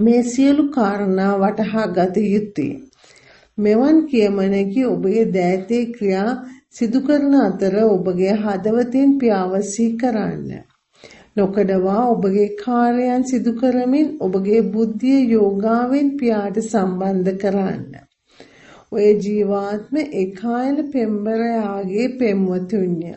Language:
Sinhala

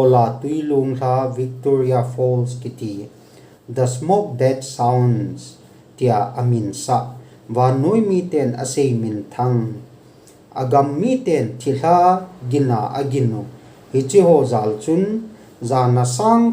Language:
Thado Chin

